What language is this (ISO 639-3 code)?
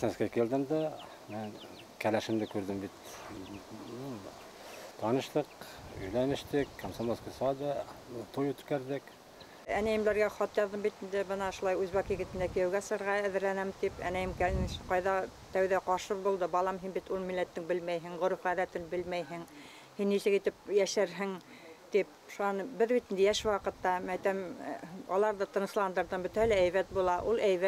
bak